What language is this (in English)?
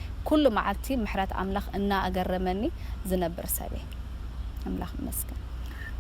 Tigrinya